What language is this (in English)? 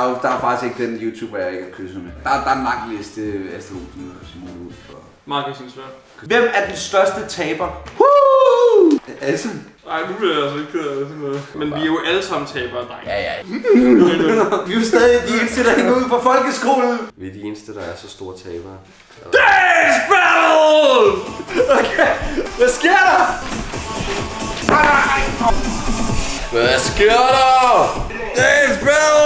Danish